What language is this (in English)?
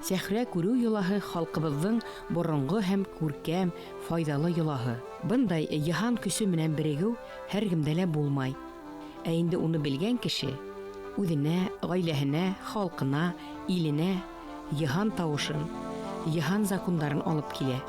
Bashkir